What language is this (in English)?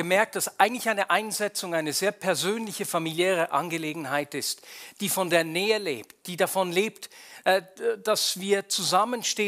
Swiss German